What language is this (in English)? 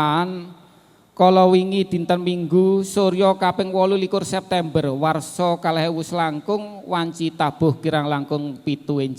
Javanese